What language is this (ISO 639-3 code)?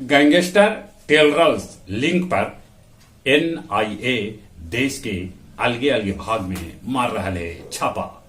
mag